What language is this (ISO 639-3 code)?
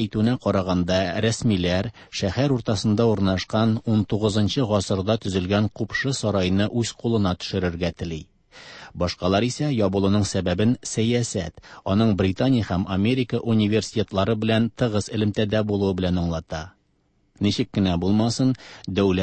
tat